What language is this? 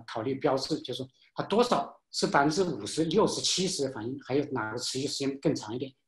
Chinese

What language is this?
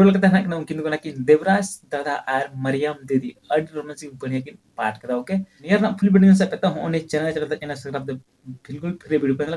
Santali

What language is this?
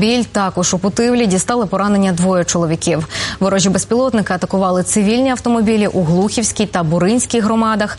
Ukrainian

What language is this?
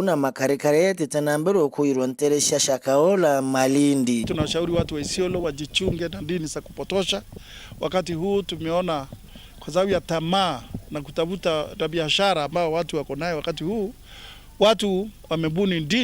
Meru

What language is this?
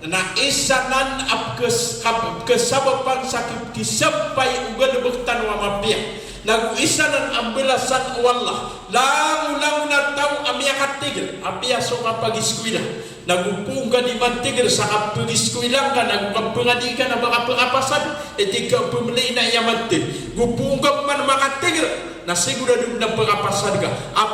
Maranao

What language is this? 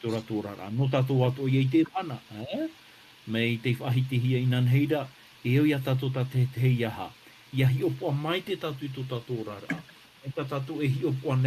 Tahitian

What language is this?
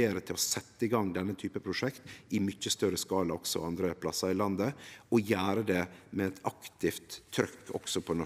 Norwegian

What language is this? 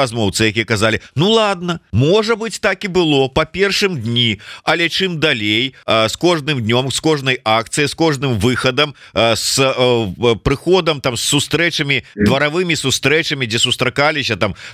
Belarusian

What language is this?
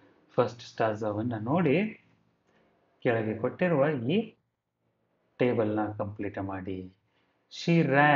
Kannada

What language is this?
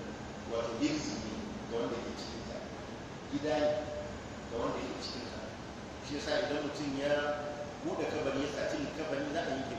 Hausa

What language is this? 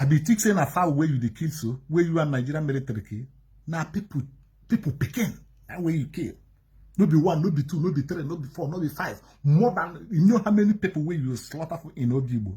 Nigerian Pidgin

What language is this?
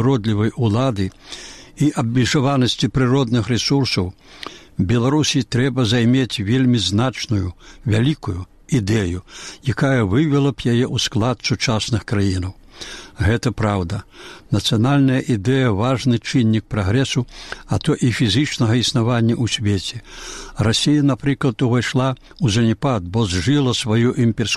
Belarusian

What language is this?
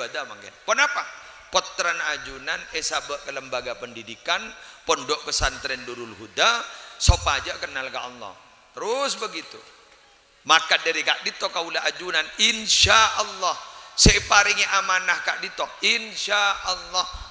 Madurese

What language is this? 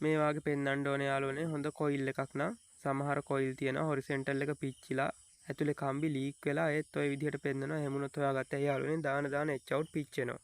Sinhala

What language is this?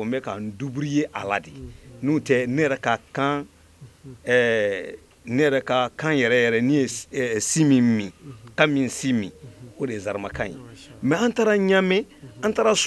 Bambara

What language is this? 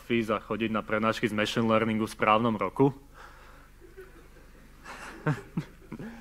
Slovak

